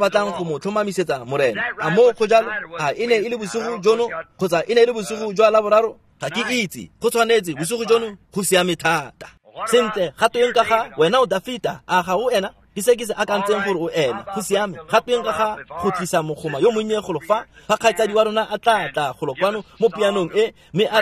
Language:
Tswana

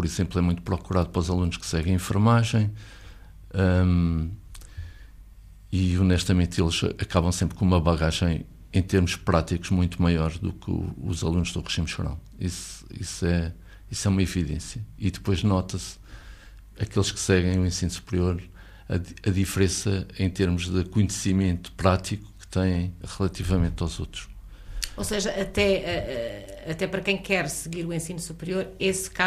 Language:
Portuguese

